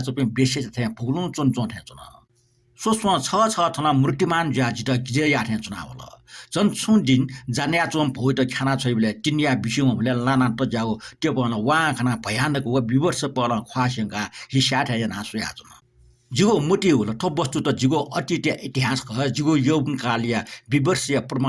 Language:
Newari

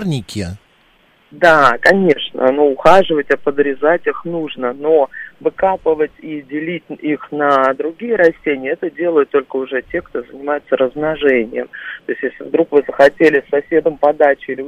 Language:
Russian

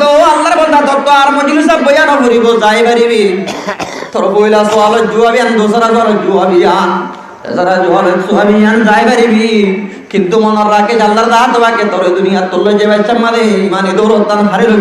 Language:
Rohingya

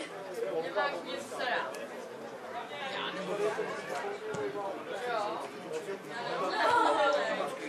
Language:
Czech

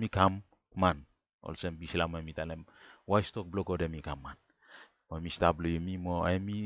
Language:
Bislama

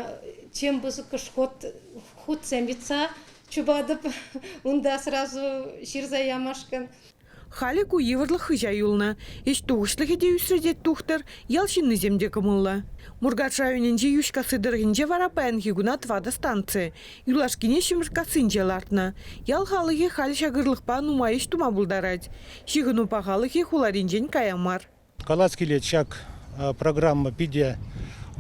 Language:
Chuvash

